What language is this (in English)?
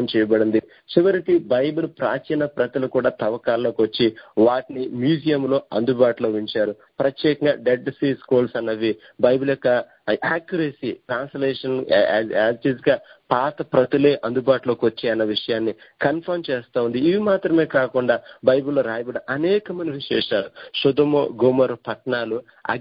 Telugu